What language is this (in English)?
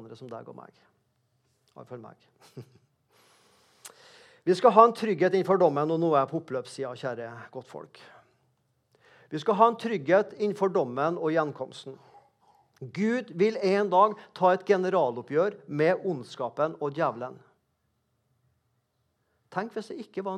Norwegian